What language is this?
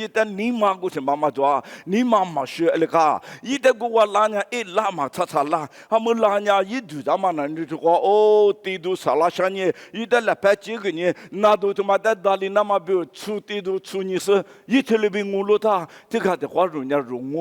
Lisu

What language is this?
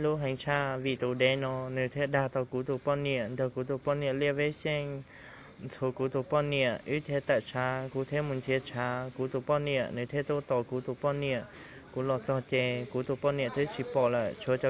Hmong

